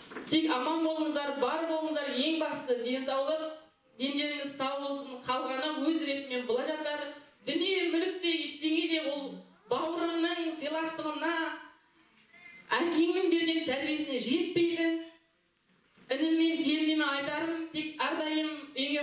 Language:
Kazakh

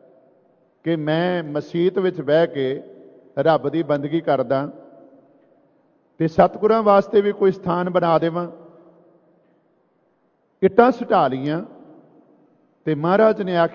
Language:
Punjabi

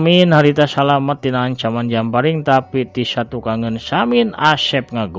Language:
Sundanese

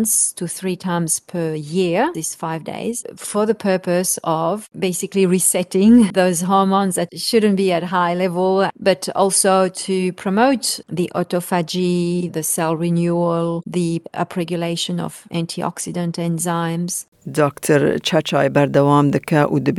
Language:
Kurdish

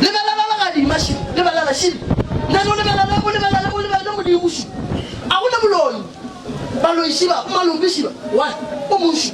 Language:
Northern Sotho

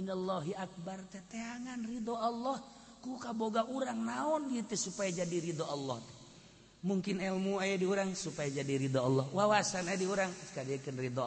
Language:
Sundanese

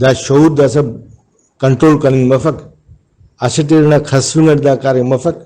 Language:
Brahui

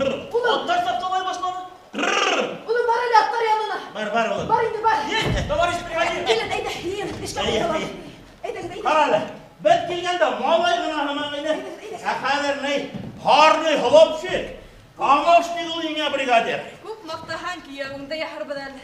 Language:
Bashkir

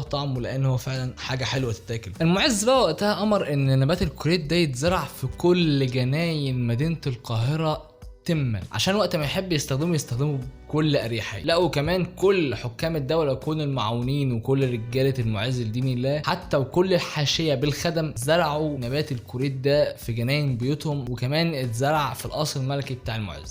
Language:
Egyptian Arabic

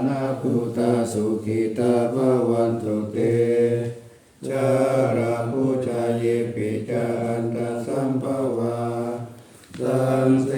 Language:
Pali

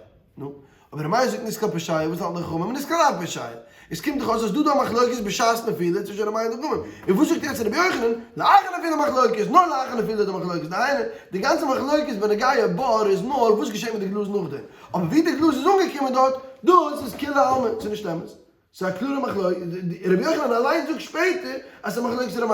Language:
Yiddish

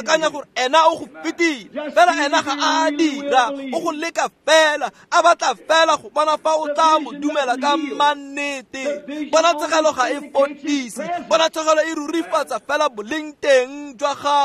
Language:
Tswana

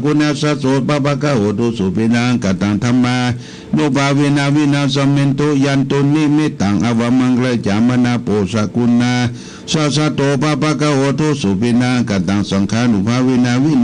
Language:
Pali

